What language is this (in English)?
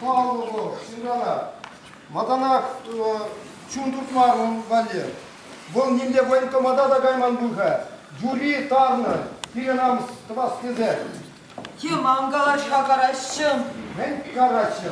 Chuvash